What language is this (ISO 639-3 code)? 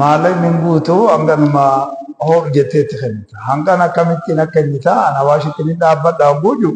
orm